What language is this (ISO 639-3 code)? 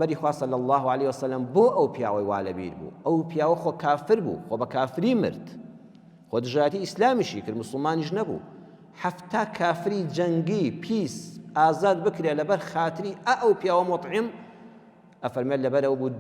ckb